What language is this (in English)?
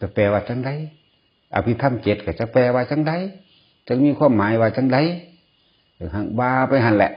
Northeastern Thai